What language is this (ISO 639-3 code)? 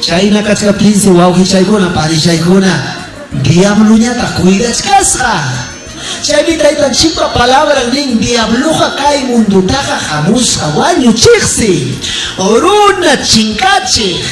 quy